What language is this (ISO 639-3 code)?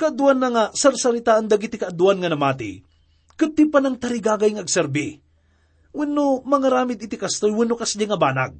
ilo